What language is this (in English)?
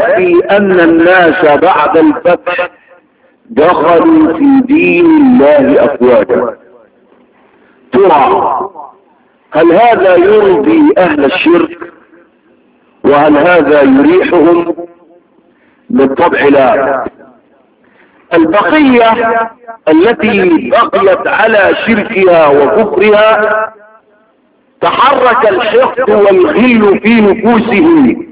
Arabic